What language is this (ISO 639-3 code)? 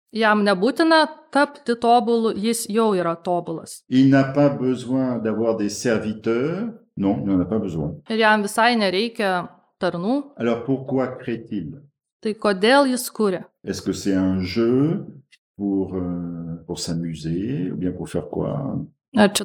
lit